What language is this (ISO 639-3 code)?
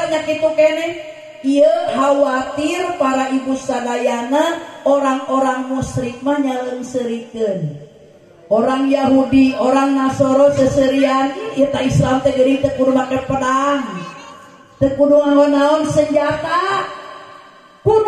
sun